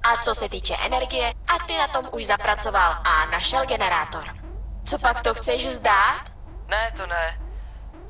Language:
Czech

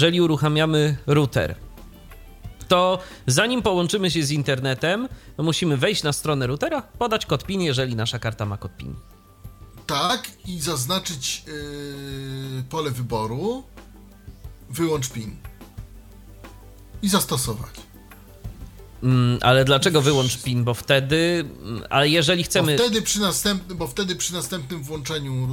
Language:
Polish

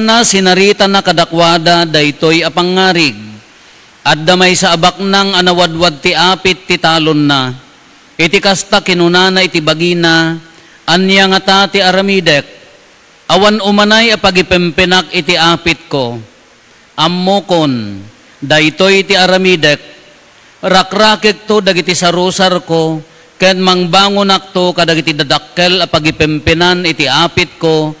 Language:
Iloko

